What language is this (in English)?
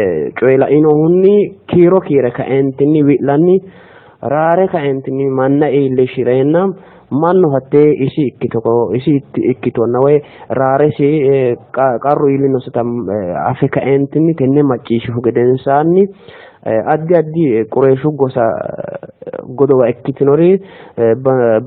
Sidamo